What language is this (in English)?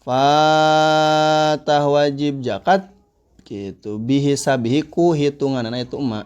Sundanese